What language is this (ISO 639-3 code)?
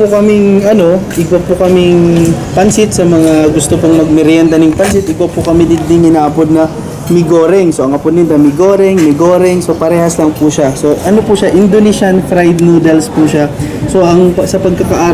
bik